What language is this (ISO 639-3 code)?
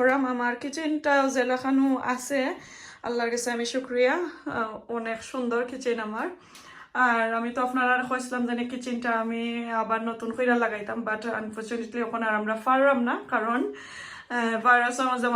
syl